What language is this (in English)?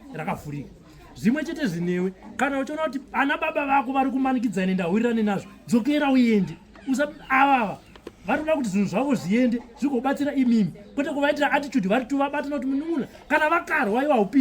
Shona